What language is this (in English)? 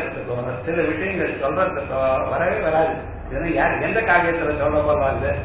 Tamil